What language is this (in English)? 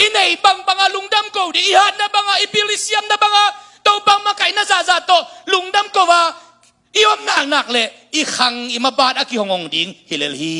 Tedim Chin